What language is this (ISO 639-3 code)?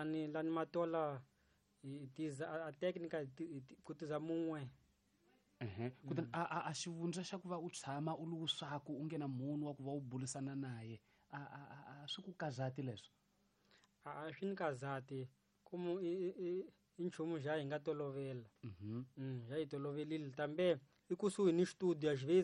tso